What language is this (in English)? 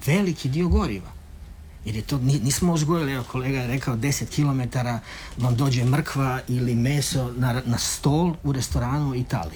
Croatian